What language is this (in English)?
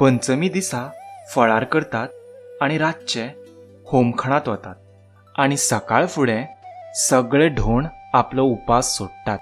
Konkani